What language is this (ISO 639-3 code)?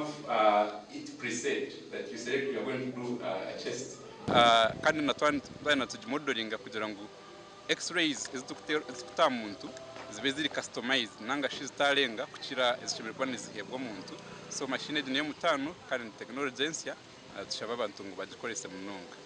nyn